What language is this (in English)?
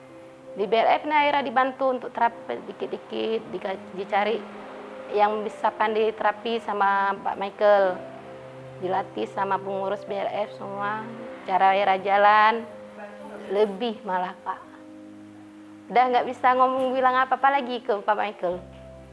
Indonesian